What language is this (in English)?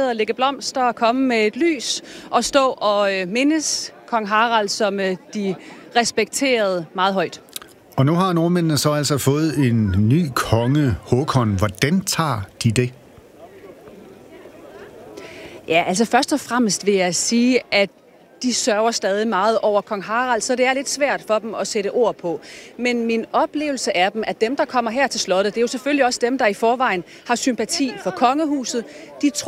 Danish